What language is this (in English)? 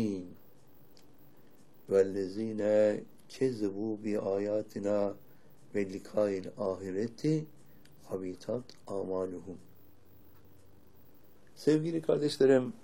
Turkish